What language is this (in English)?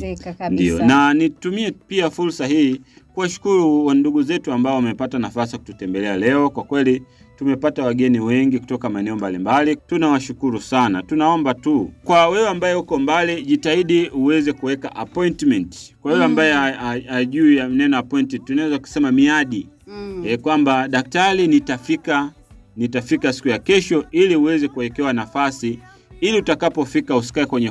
Swahili